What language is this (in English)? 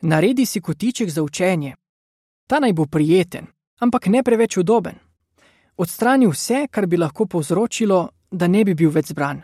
Slovenian